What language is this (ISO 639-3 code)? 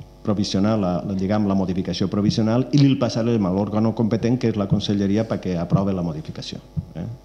cat